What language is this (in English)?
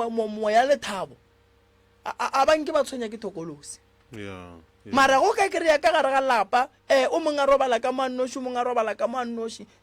Northern Sotho